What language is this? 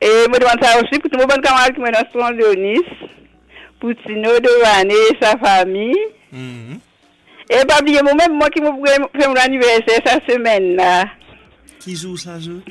Morisyen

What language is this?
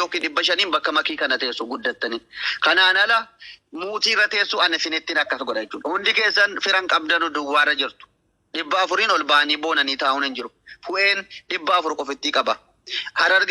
Oromo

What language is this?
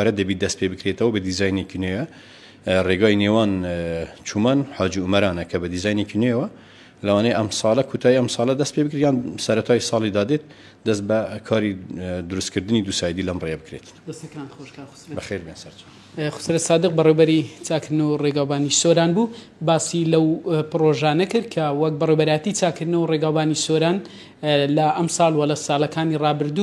Central Kurdish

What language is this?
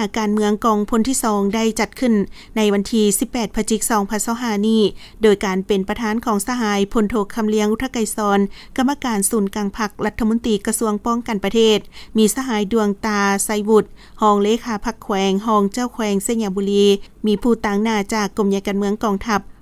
Lao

